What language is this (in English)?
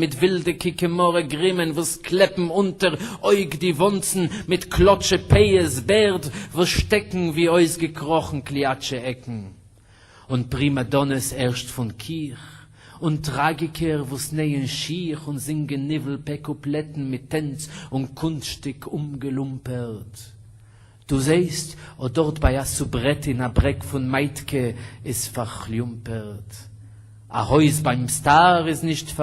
Yiddish